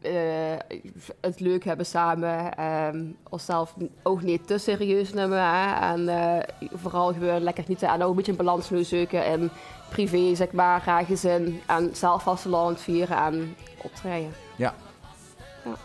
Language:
Limburgish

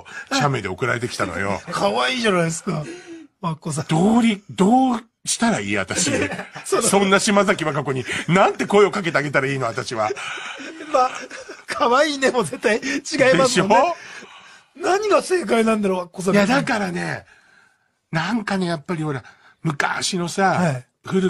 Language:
Japanese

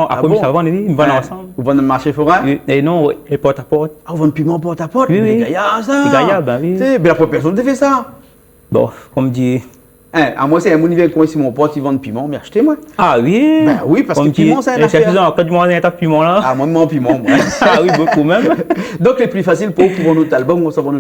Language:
Réunion Creole French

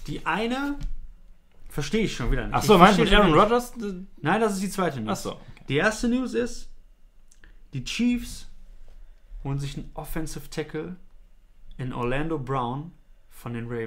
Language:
German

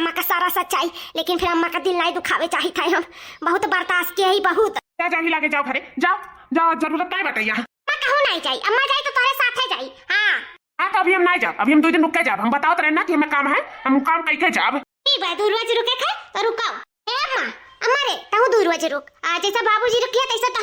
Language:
Awadhi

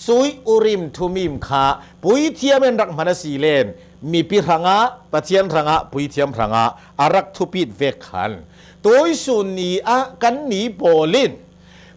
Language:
Hakha Chin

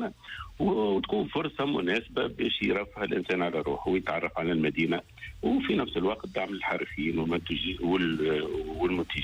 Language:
Tunisian Arabic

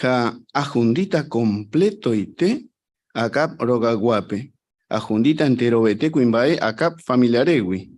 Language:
Guarani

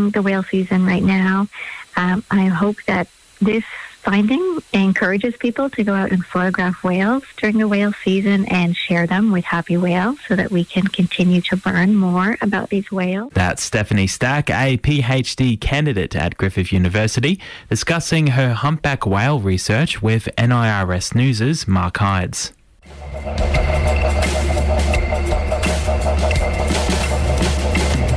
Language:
English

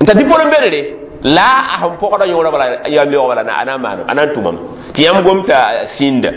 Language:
Mossi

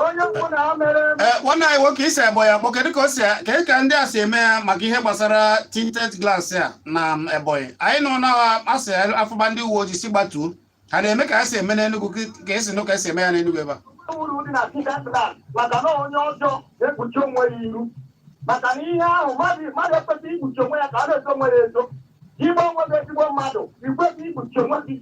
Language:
Igbo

